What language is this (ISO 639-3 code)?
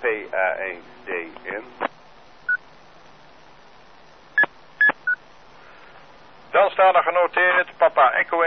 nld